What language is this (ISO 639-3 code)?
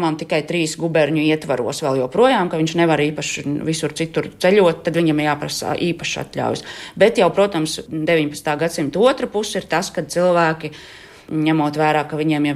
lav